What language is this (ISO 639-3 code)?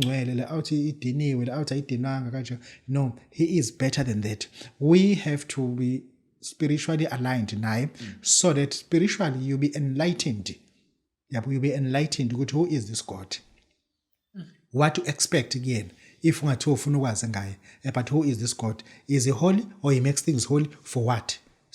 zul